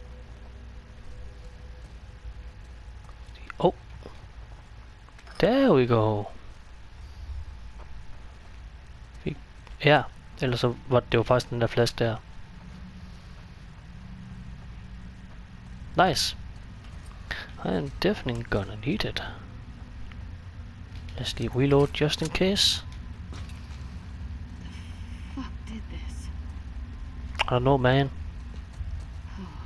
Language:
Danish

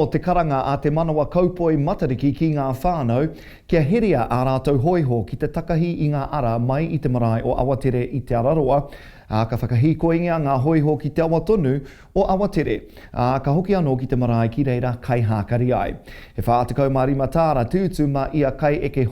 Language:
Māori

